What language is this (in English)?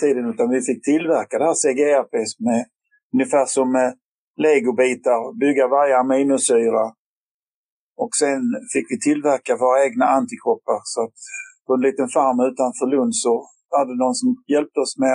Swedish